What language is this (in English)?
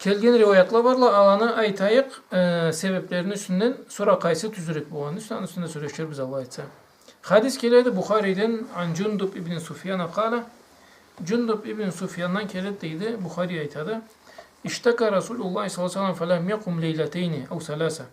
Karachay-Balkar